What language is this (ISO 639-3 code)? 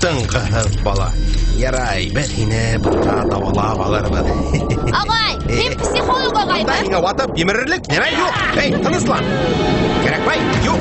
bak